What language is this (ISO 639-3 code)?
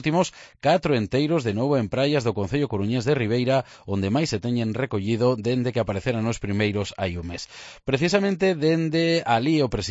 glg